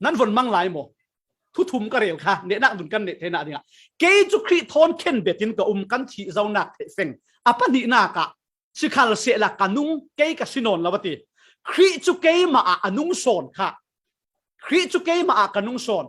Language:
Falam Chin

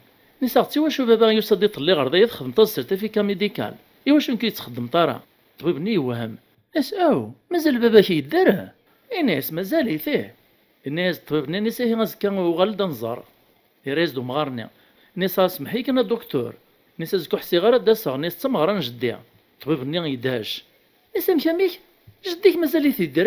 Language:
Kabyle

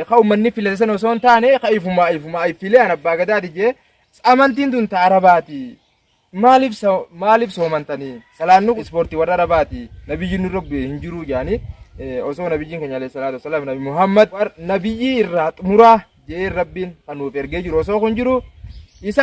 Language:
Oromo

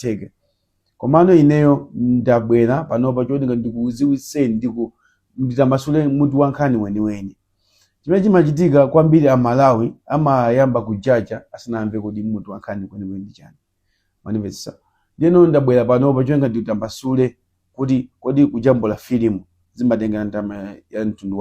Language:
Nyanja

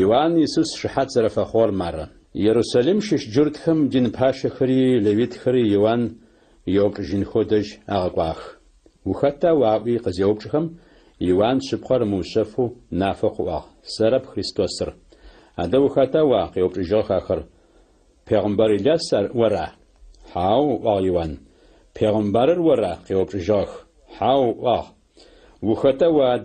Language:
Adyghe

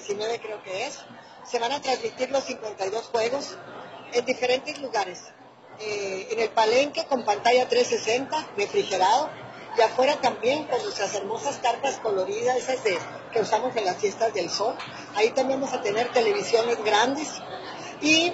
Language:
Spanish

